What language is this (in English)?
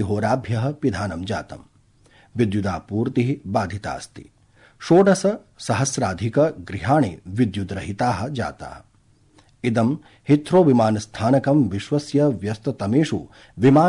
Sanskrit